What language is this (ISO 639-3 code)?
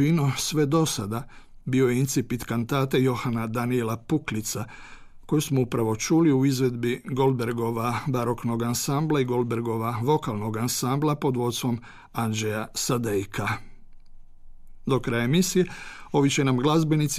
hrv